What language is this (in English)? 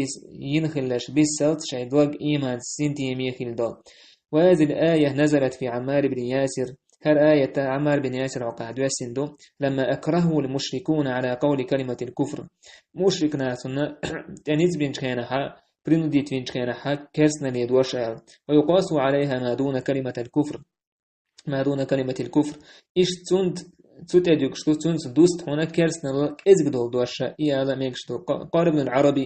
Chechen